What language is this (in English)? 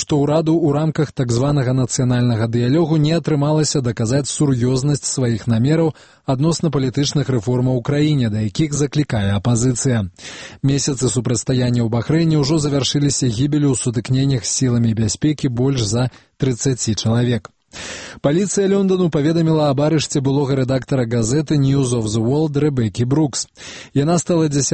Belarusian